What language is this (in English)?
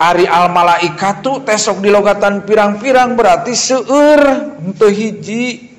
Sundanese